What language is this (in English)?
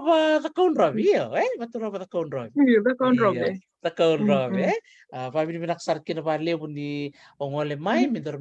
Fijian